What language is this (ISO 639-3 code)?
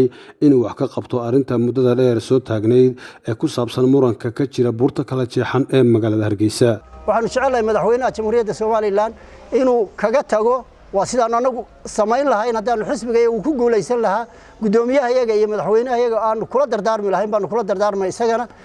som